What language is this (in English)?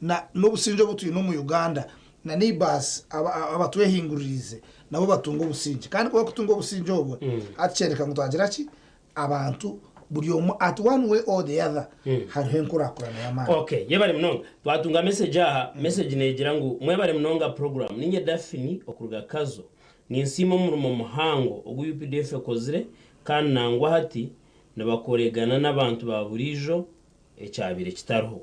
Nyankole